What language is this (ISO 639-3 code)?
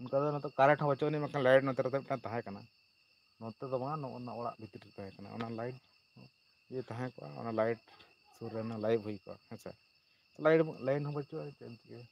sat